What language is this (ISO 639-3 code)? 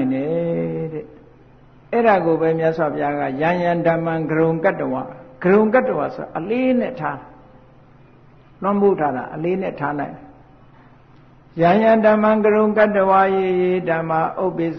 mya